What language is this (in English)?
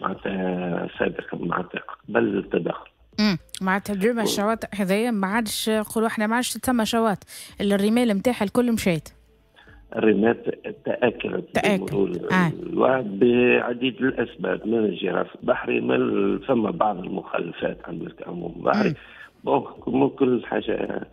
Tunisian Arabic